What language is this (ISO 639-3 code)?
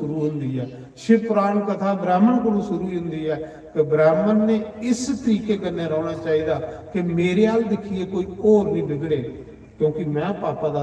doi